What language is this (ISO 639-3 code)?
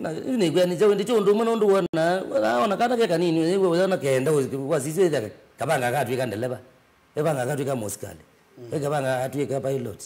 kam